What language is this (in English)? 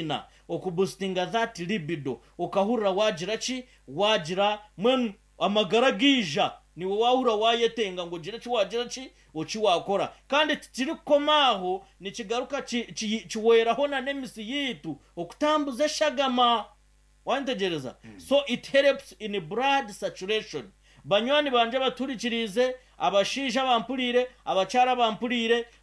Nyankole